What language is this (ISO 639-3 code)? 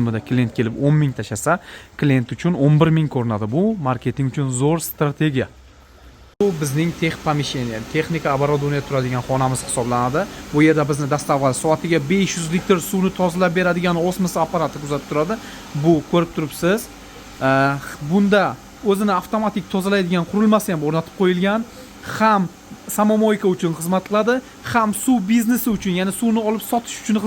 uzb